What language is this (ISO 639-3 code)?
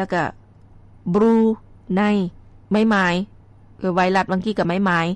lao